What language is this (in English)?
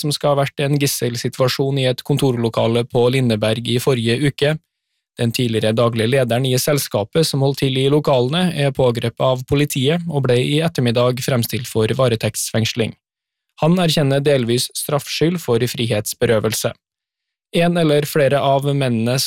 Norwegian